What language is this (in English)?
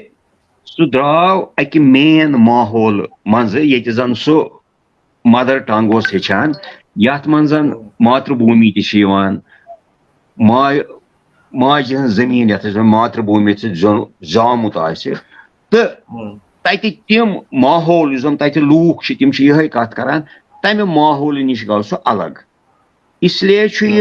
Kashmiri